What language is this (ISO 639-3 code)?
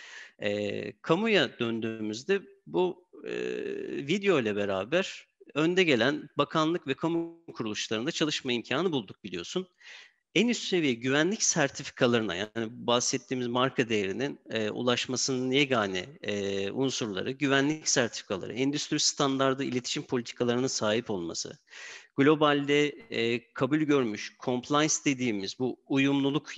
tur